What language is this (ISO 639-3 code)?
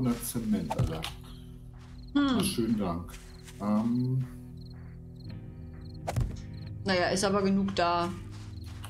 deu